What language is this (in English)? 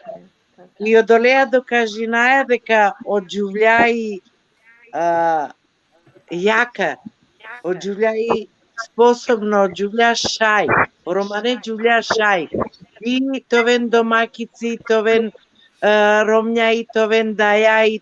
Balkan Romani